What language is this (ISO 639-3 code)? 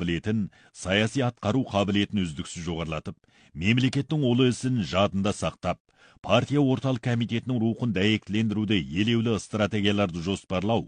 kaz